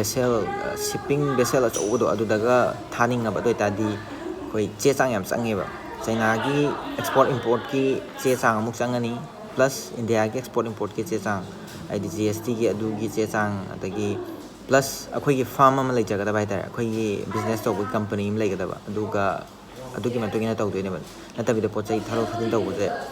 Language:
Manipuri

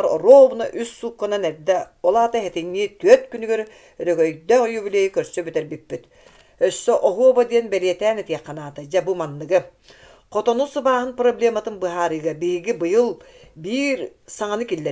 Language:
Yakut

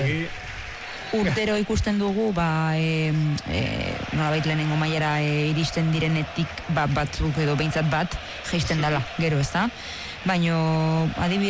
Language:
Basque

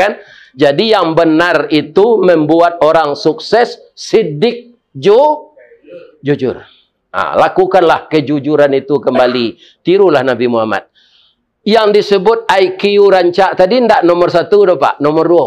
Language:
Minangkabau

